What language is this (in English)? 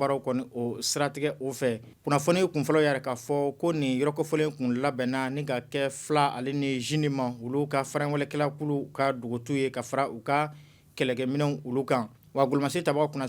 Bambara